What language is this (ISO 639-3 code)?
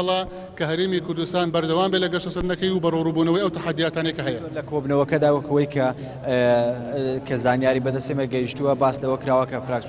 ckb